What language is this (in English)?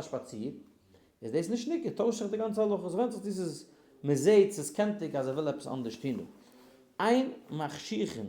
Yiddish